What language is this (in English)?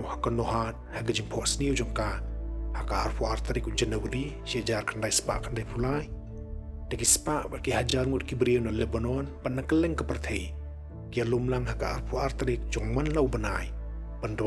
Khasi